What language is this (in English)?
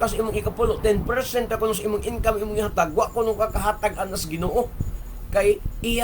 Cebuano